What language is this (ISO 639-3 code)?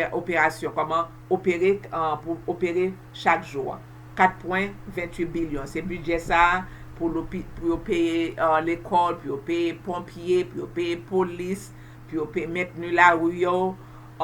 hat